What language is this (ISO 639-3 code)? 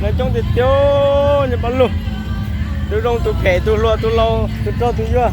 hmn